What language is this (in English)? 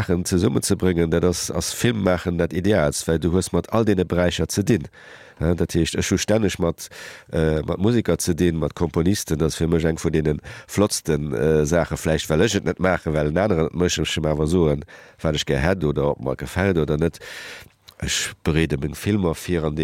Luxembourgish